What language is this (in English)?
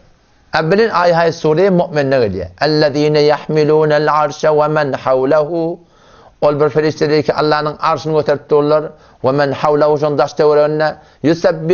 Turkmen